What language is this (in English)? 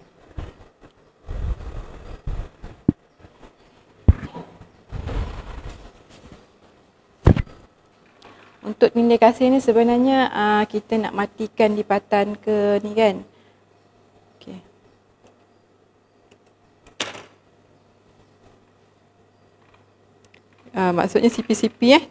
Malay